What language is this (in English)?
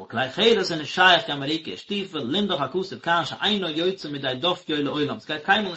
Yiddish